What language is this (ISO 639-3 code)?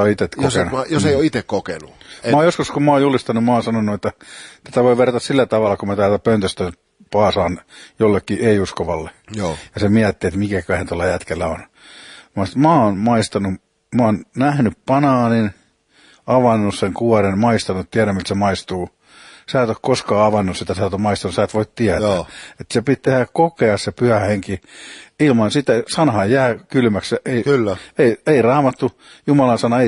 fin